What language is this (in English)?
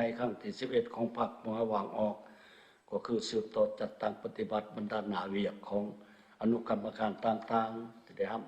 Lao